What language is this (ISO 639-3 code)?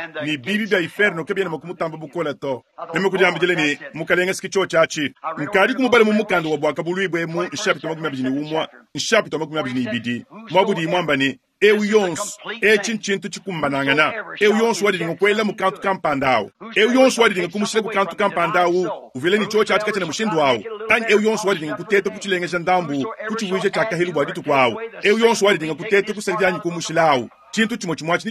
lua